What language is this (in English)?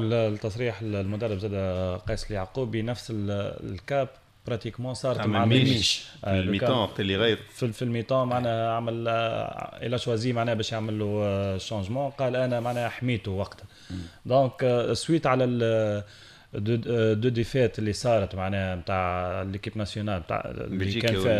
Tunisian Arabic